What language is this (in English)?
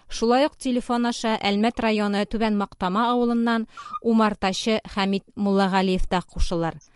Tatar